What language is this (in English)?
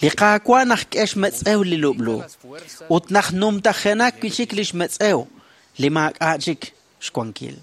Kekchí